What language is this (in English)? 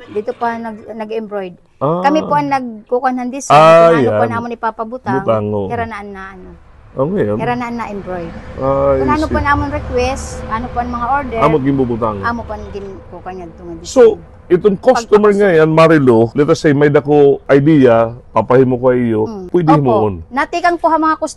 Waray